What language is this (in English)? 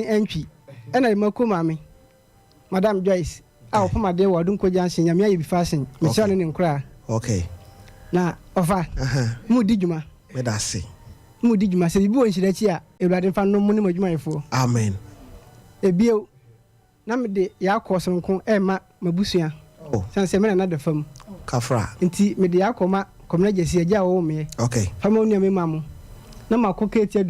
Akan